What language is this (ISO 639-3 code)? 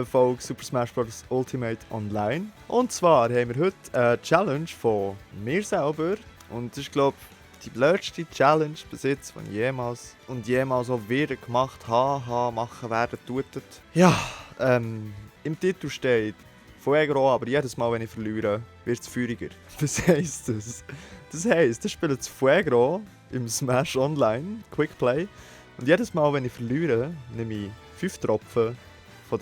gsw